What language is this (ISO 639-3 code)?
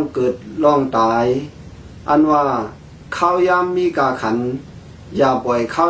shn